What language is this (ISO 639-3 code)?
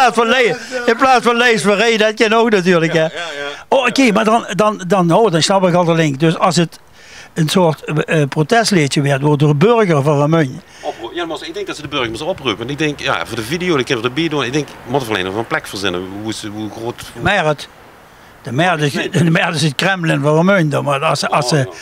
lim